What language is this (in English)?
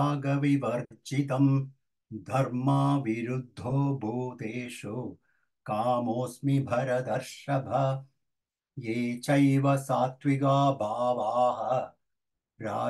Sanskrit